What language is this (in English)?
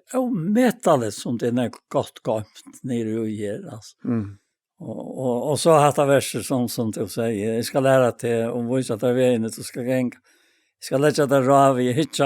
Faroese